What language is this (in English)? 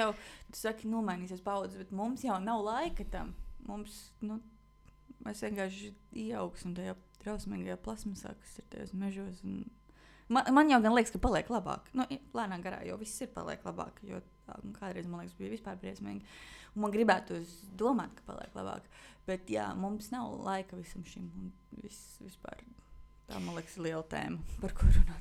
Latvian